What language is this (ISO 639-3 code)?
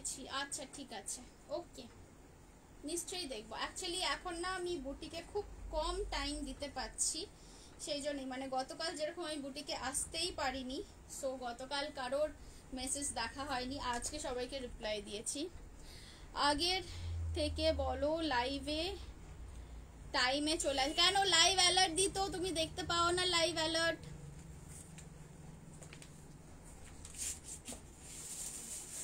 ben